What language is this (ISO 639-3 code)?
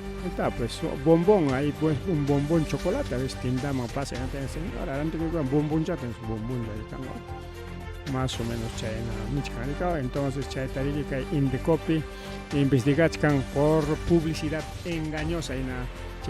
quy